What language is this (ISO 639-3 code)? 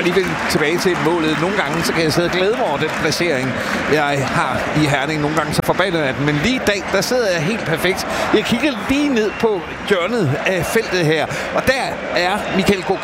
dan